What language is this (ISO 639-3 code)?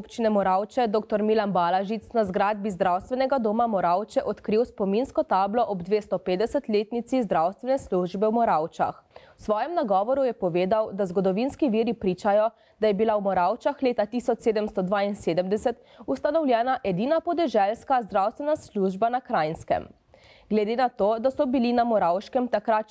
slv